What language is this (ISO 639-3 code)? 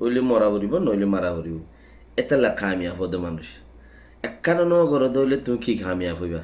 rhg